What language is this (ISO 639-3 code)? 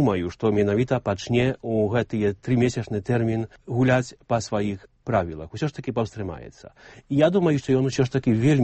bel